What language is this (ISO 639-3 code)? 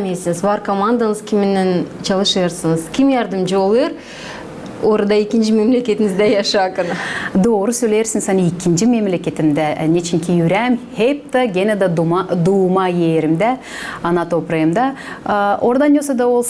gag